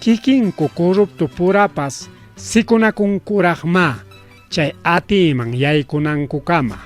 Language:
Ayacucho Quechua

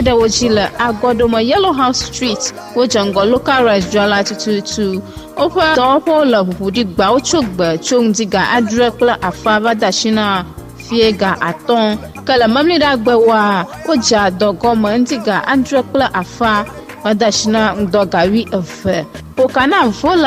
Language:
Ewe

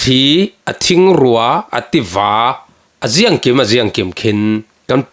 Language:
Falam Chin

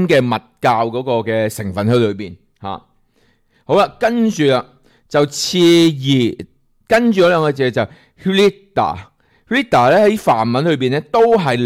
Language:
Cantonese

